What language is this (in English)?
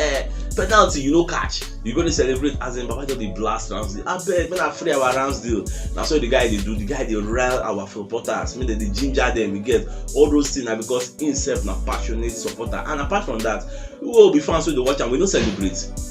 Nigerian Pidgin